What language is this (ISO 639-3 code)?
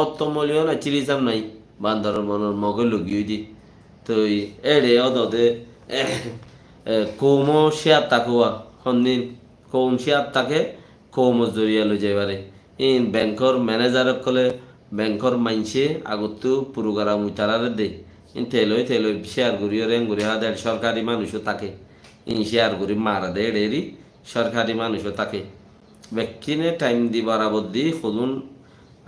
rhg